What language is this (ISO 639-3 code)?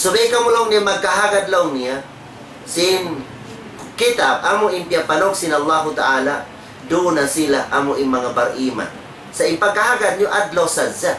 tsg